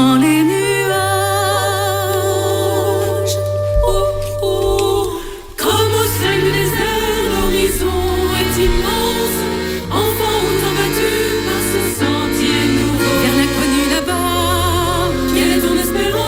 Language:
French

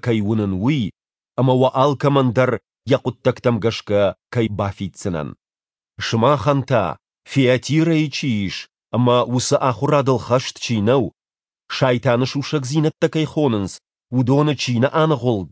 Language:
Ossetic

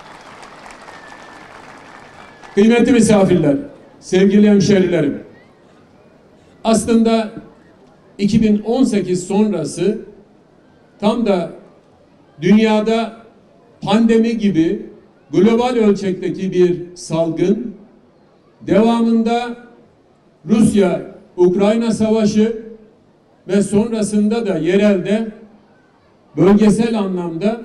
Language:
Turkish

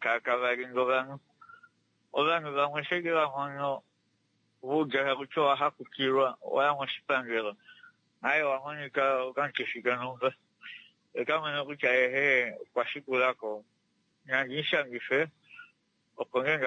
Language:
Kuanyama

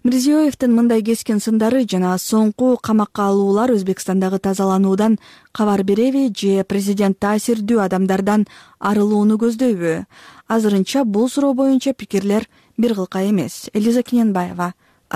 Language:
Kyrgyz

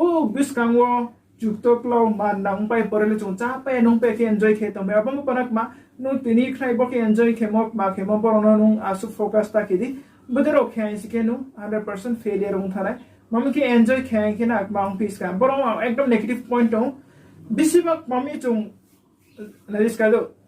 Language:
Riang (India)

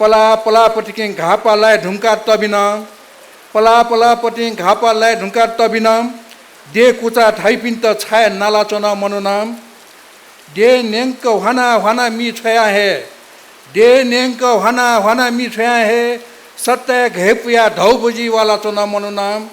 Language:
Newari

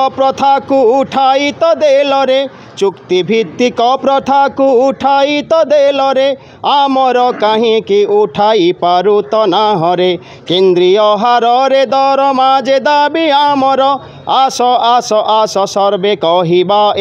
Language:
Odia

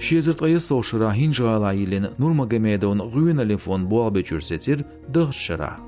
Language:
Chechen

